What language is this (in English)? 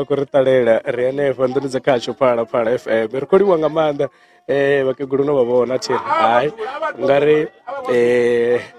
Venda